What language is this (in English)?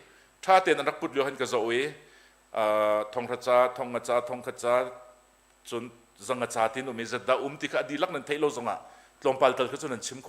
Hakha Chin